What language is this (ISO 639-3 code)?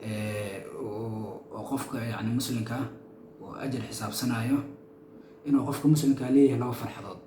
som